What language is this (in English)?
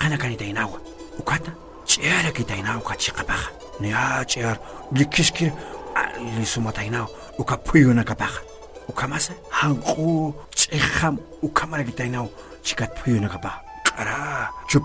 Aymara